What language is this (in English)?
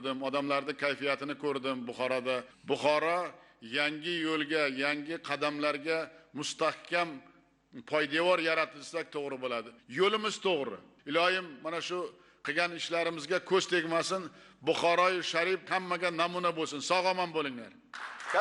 Uzbek